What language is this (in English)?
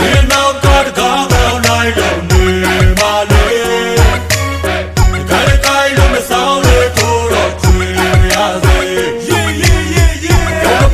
Burmese